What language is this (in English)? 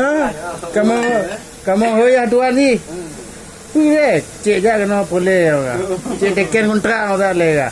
Achinese